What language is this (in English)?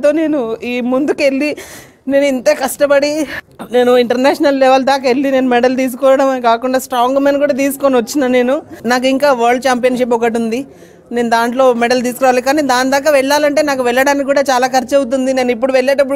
Telugu